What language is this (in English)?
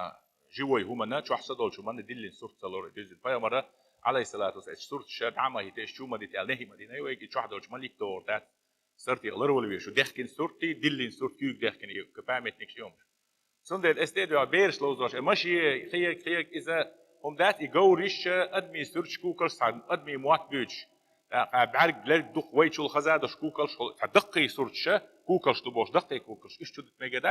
Chechen